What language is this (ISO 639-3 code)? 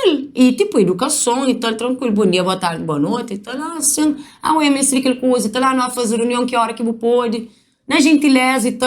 kea